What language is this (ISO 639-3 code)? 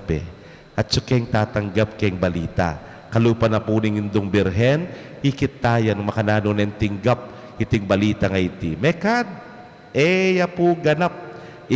pam